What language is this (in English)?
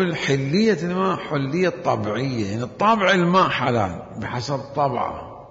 Mesopotamian Arabic